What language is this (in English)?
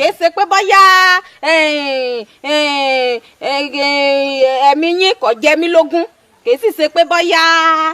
Yoruba